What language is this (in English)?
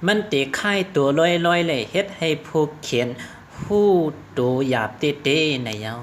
Shan